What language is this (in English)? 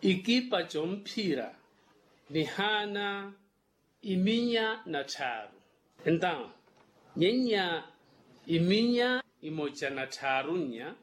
Makhuwa